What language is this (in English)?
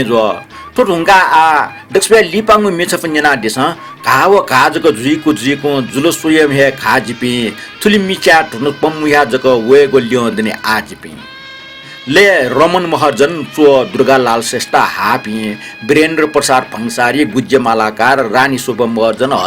Newari